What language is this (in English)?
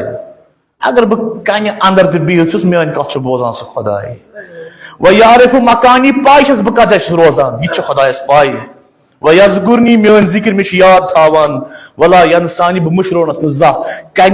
Kashmiri